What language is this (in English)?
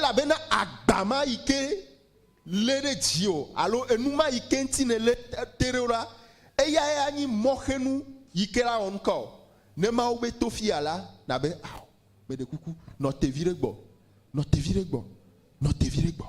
Ewe